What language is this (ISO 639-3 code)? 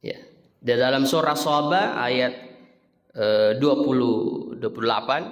bug